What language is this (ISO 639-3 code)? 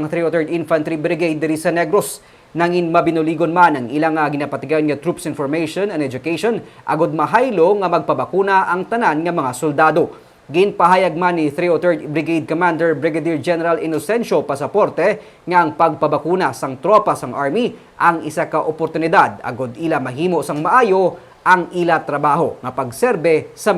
hil